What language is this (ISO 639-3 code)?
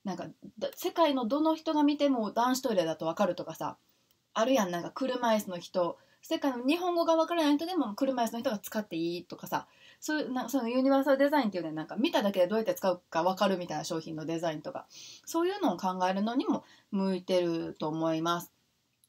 jpn